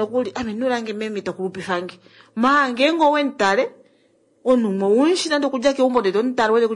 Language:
Kuanyama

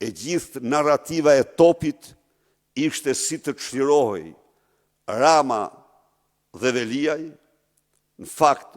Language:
Albanian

